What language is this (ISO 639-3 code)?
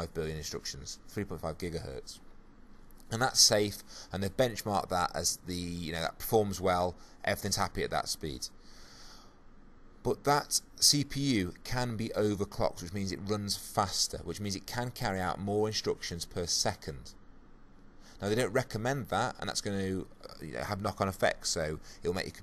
eng